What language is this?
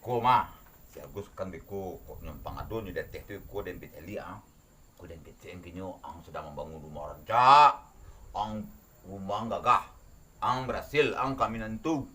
Minangkabau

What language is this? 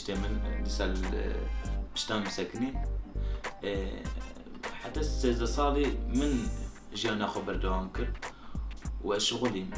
Kurdish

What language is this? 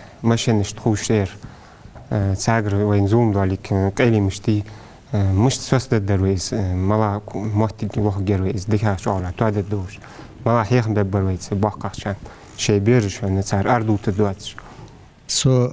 Ingush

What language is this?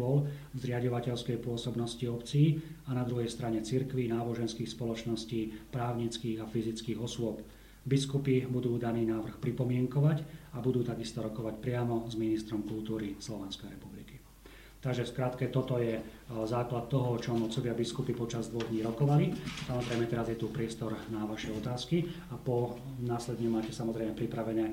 Slovak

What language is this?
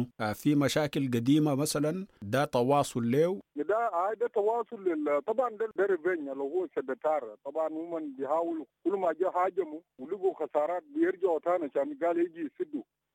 Sudanese Arabic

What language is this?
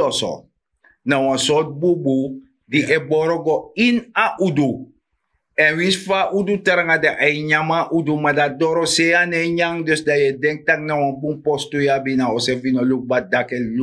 Sranan Tongo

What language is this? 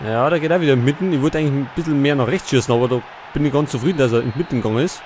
Bavarian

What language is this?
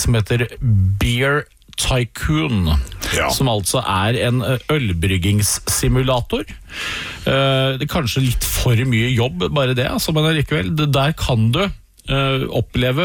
Norwegian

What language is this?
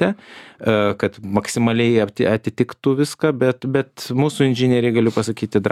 Lithuanian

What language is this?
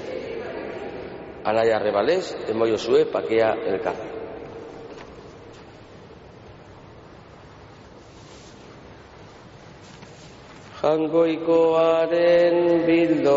Basque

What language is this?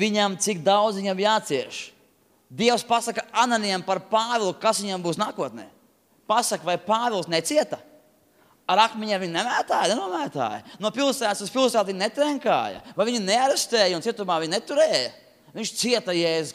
Latvian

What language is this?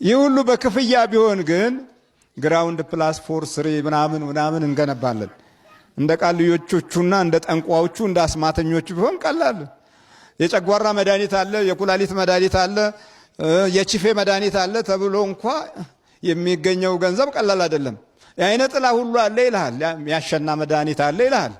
Amharic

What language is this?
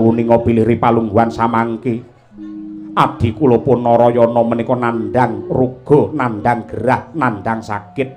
Javanese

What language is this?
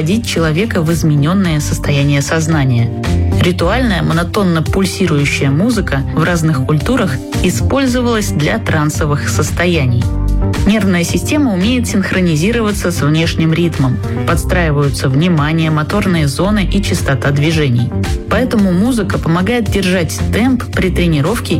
Russian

